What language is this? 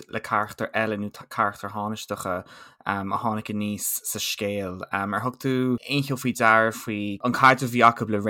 Irish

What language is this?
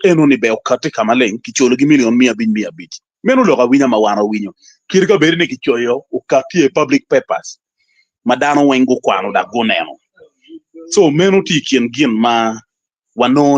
Acoli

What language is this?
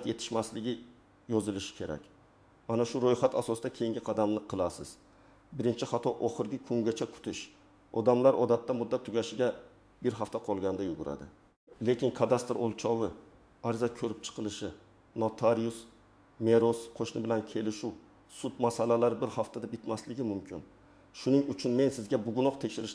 Uzbek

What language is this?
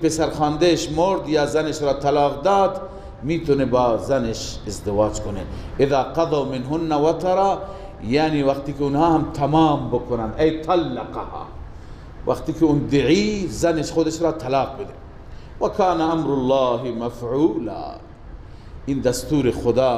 Persian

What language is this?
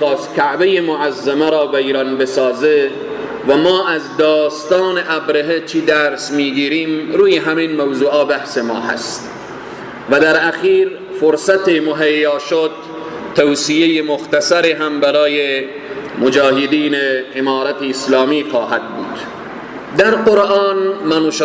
Persian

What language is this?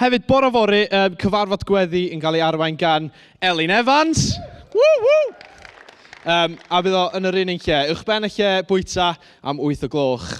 Welsh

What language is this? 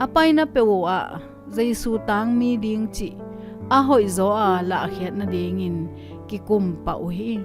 Tedim Chin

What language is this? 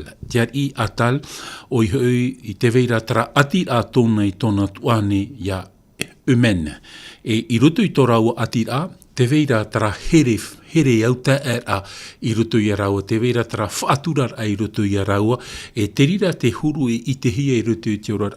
Tahitian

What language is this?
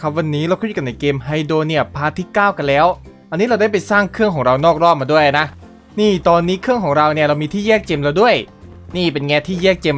Thai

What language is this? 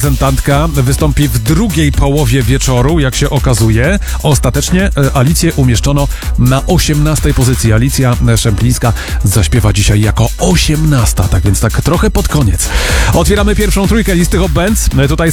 Polish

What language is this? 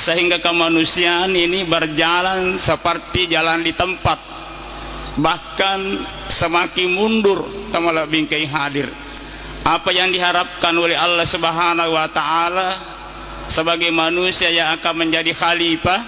Buginese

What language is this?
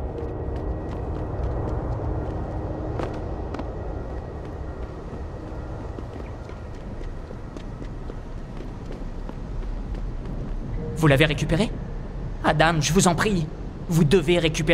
French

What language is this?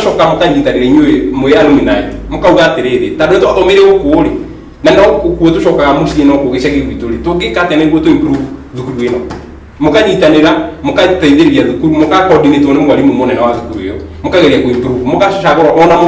Kikuyu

